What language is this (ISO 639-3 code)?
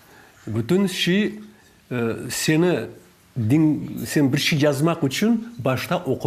crh